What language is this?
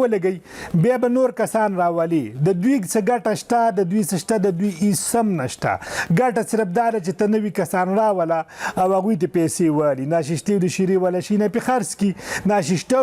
Pashto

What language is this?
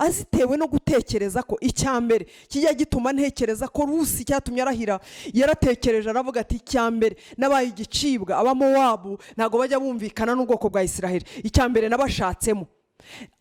Kinyarwanda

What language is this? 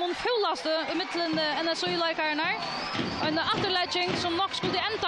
Faroese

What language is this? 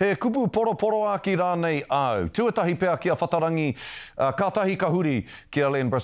Māori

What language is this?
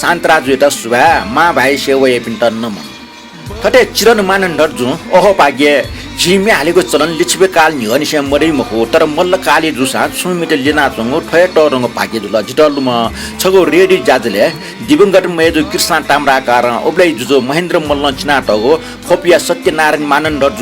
Newari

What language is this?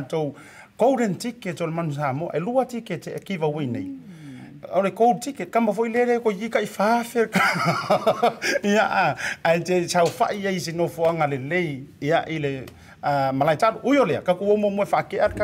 Samoan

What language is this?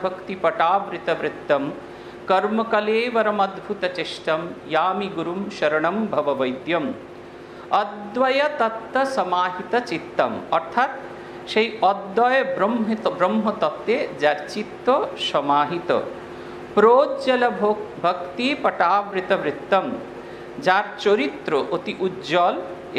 Bangla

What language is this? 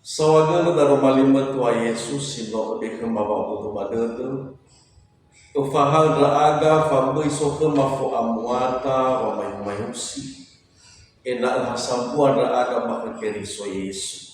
Nias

